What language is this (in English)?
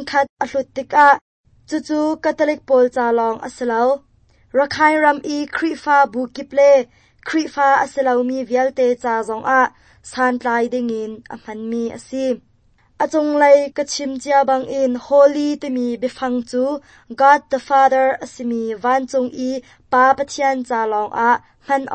Hakha Chin